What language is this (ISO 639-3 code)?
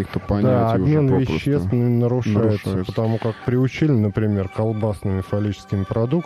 rus